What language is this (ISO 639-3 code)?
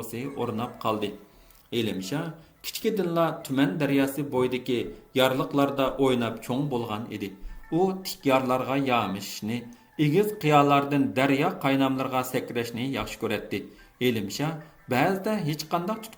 uig